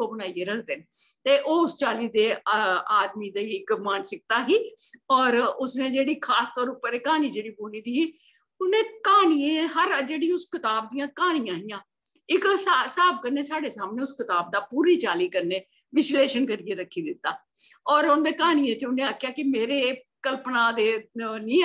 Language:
Dogri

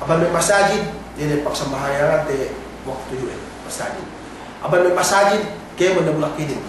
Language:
Yakan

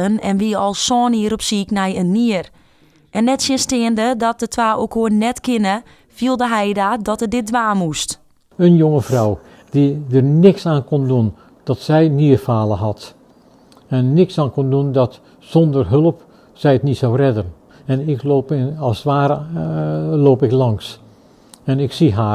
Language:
Western Frisian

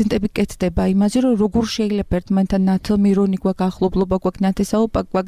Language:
Georgian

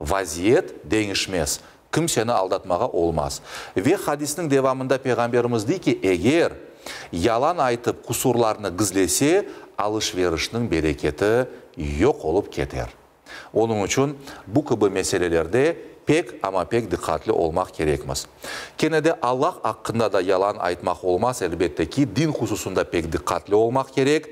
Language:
Crimean Tatar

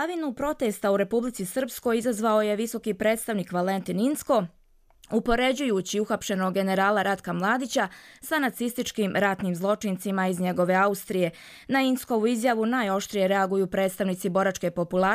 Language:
Croatian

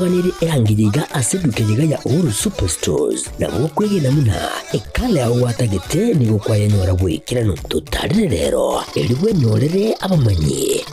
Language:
Gusii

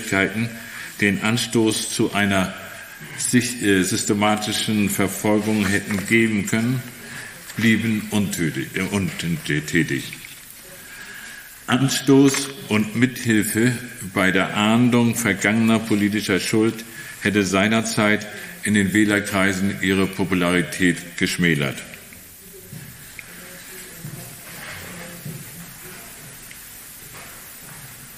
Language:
German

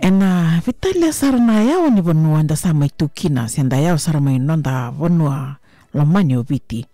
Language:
Fijian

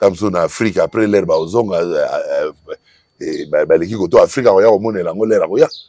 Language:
Lingala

